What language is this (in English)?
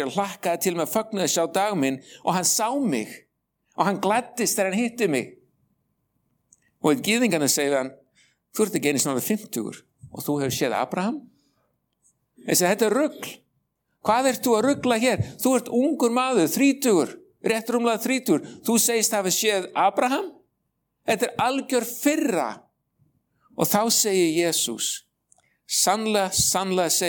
Icelandic